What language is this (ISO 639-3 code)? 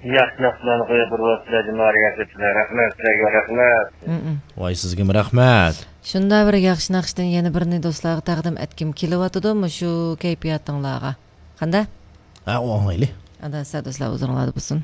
uig